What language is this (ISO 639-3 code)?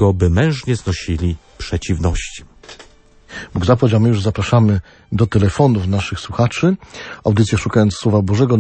pol